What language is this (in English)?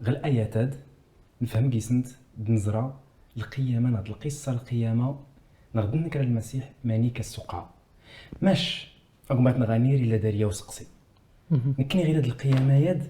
Kabyle